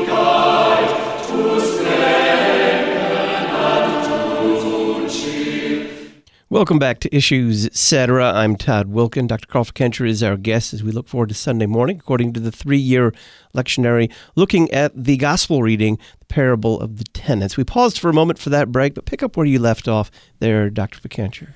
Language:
English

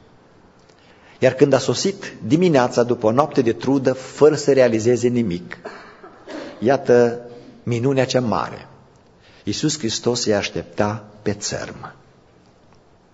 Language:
Romanian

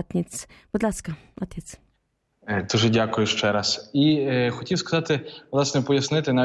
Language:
Ukrainian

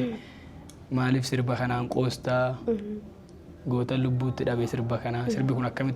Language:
Oromo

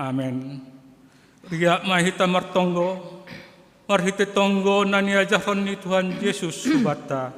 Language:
Batak Simalungun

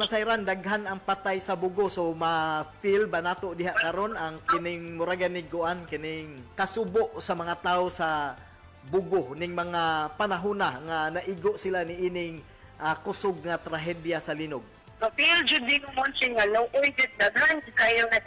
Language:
Cebuano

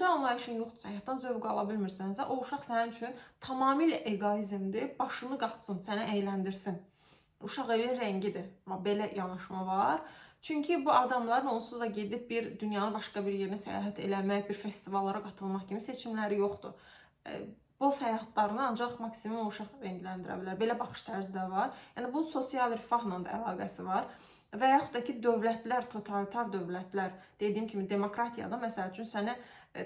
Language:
Azerbaijani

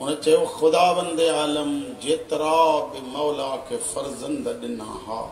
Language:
Sindhi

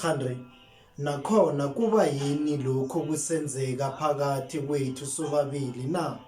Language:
Zulu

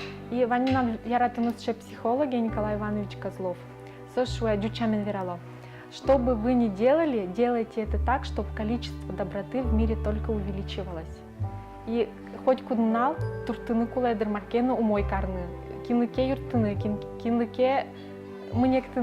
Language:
Udmurt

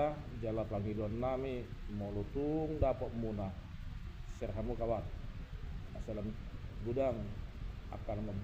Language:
Batak Toba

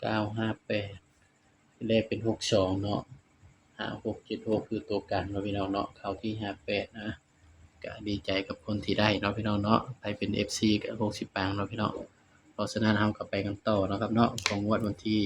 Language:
Northeastern Thai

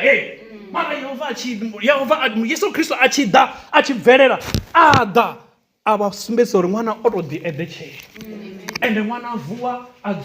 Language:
Venda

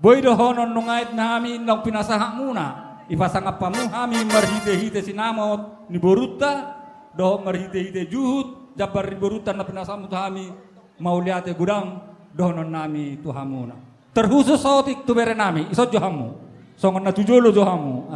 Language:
Batak Toba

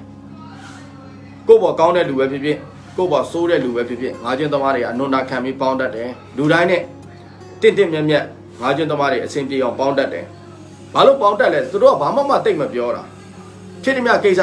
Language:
Burmese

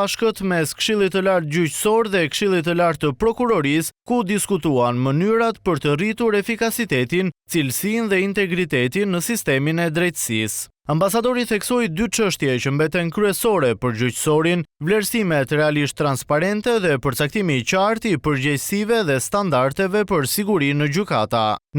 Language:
Albanian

